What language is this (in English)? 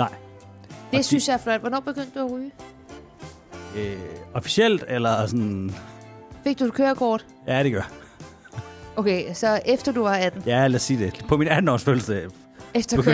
Danish